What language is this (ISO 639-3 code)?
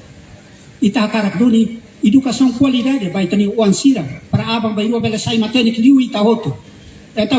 tet